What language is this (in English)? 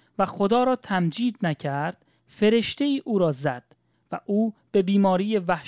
Persian